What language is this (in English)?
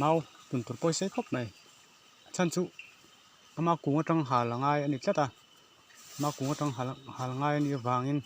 Mizo